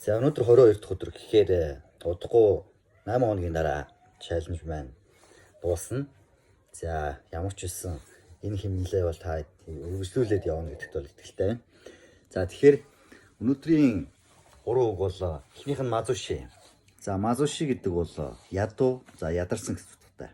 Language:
Mongolian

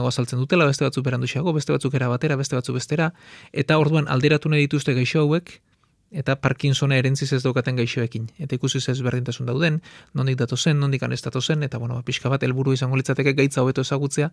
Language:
Basque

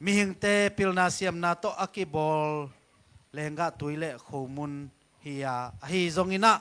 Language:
Tedim Chin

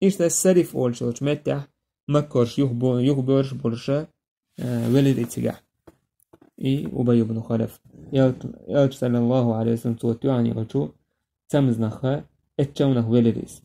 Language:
Chechen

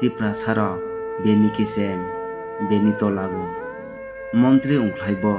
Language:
Kok Borok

